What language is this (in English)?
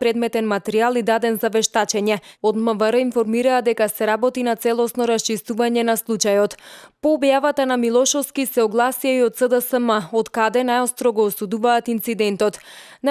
Macedonian